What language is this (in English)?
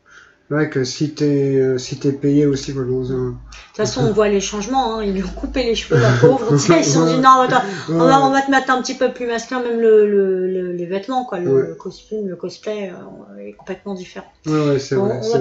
French